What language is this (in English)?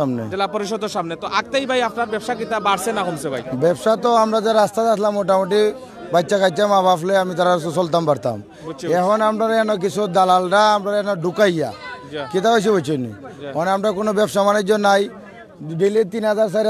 Sylheti